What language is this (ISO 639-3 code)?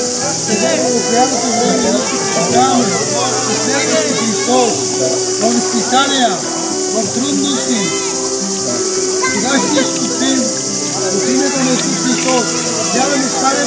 bul